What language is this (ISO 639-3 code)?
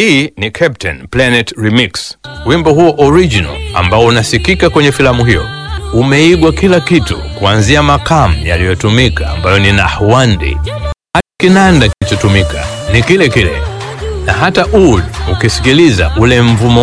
swa